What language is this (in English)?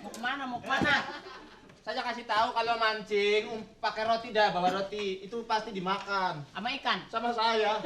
Betawi